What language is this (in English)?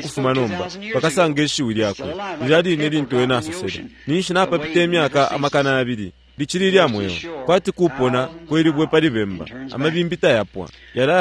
Bemba